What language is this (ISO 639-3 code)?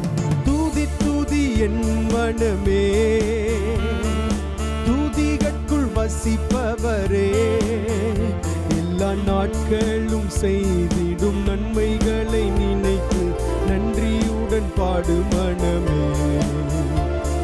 tam